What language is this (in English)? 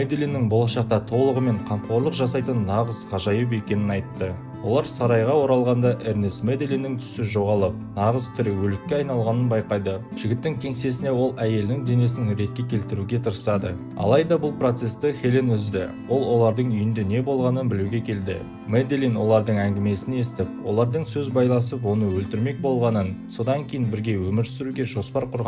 Kazakh